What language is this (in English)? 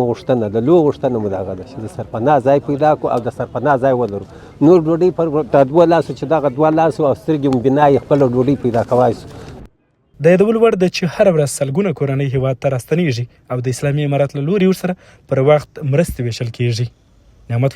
Pashto